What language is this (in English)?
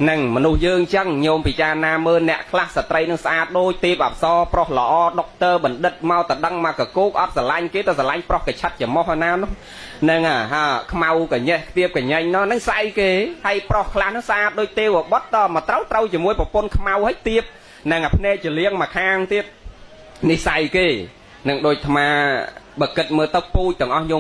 Khmer